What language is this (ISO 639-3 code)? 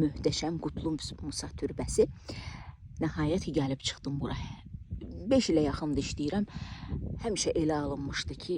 aze